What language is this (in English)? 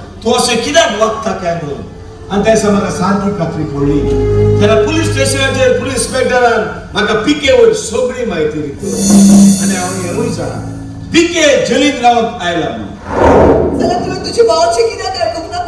Konkani